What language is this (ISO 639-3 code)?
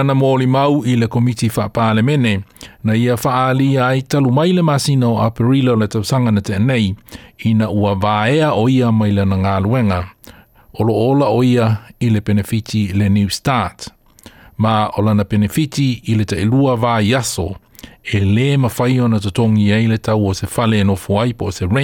smo